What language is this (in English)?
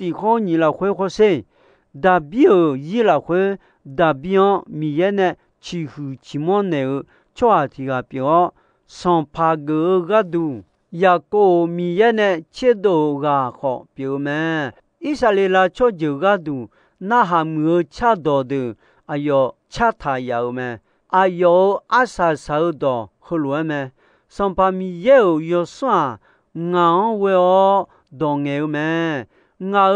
Akha